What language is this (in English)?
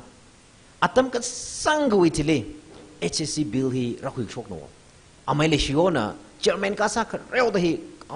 Tangkhul Naga (India)